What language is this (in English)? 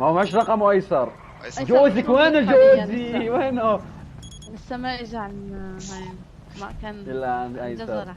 North Levantine Arabic